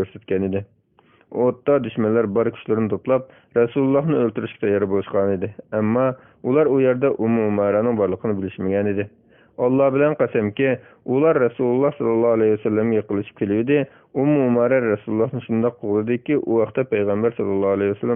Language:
Uyghur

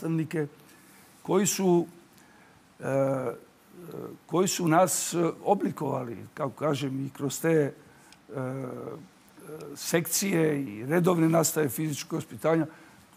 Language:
Serbian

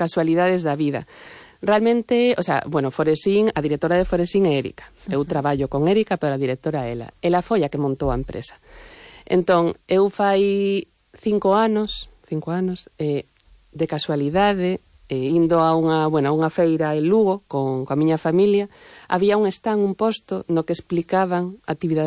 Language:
Galician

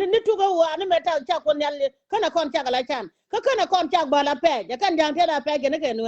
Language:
Nuer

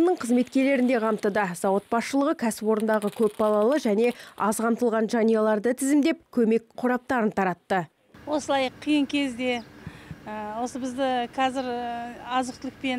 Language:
Kazakh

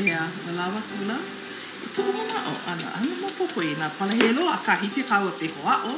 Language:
Hawaiian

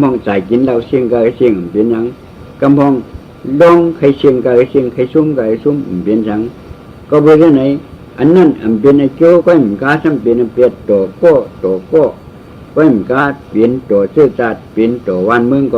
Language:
Shan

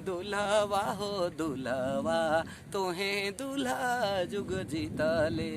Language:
Sadri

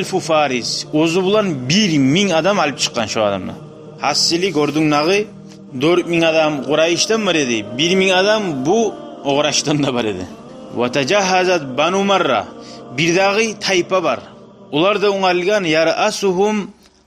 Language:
Kumyk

